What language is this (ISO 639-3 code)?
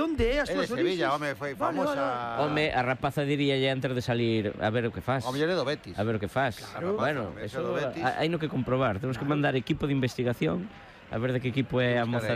glg